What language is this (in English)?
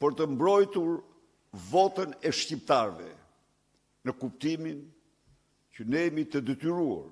Albanian